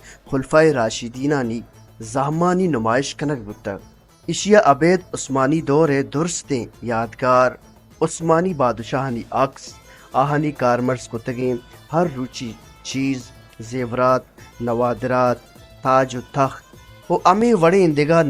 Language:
Baluchi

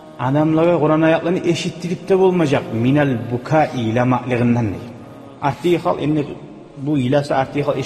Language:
Kumyk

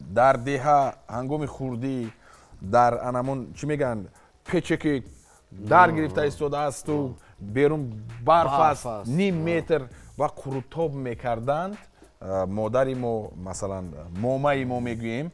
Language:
Tajik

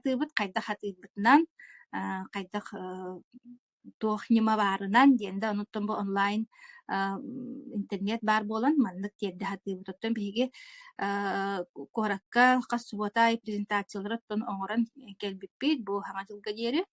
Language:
Yakut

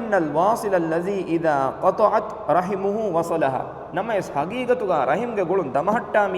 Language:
Divehi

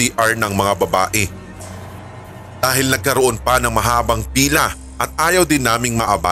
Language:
Filipino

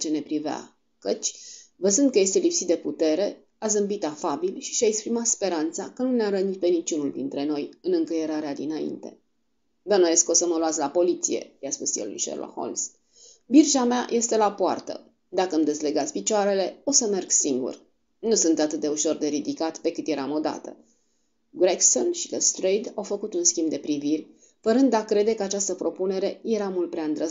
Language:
Romanian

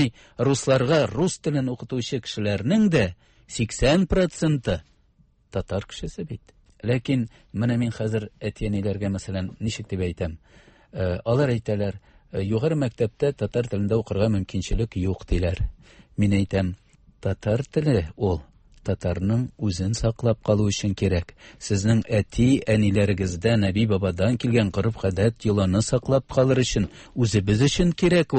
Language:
Tatar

